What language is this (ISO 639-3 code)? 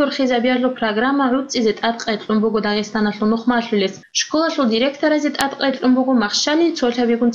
ava